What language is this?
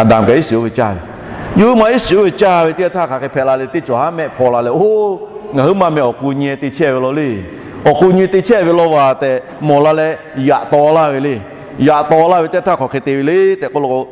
Lahu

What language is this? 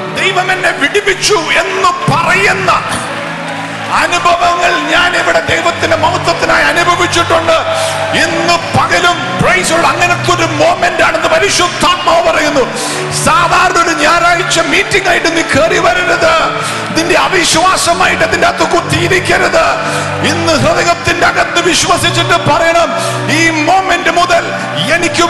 Malayalam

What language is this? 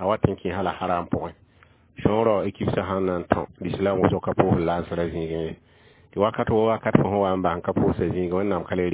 Mossi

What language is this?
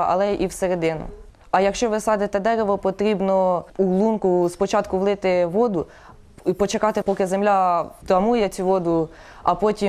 Ukrainian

